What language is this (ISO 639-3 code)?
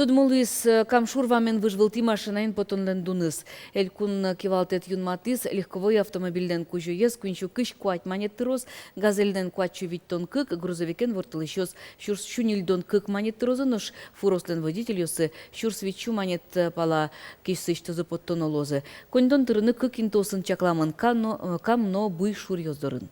udm